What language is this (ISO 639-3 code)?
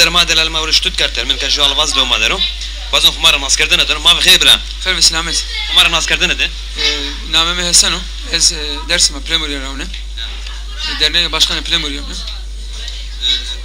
zza